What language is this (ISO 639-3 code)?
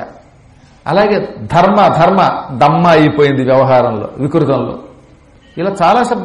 tel